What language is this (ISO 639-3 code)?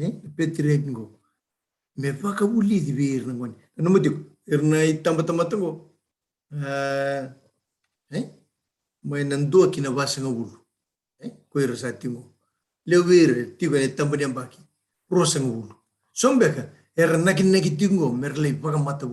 fij